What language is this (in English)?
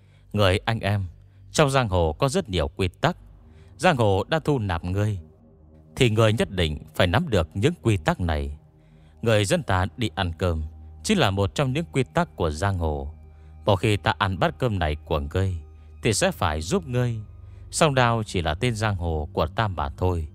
Vietnamese